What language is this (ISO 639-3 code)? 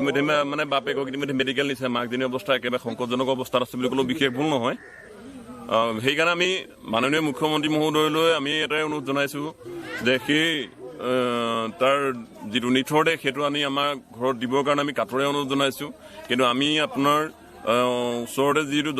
asm